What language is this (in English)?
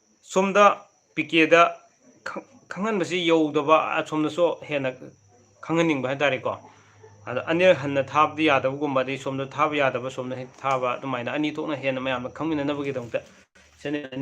Manipuri